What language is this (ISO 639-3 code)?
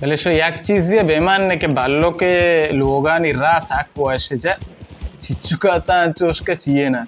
bal